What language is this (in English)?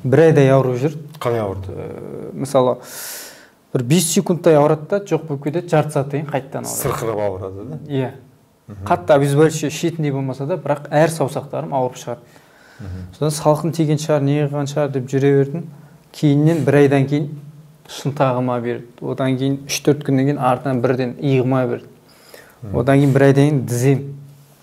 Kazakh